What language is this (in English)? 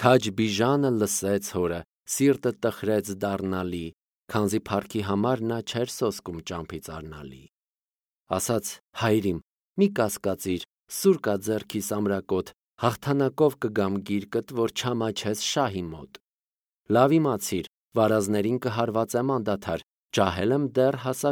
Armenian